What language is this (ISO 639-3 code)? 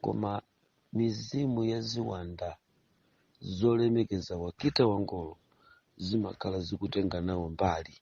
nya